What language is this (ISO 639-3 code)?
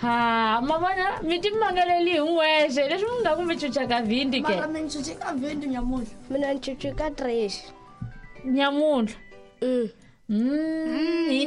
tso